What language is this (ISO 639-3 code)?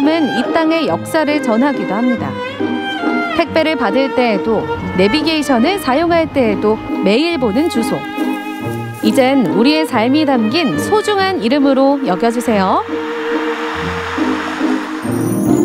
kor